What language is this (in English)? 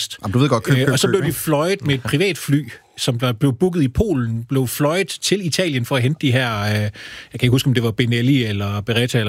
Danish